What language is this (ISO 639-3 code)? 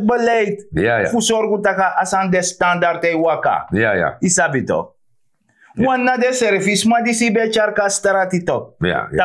srn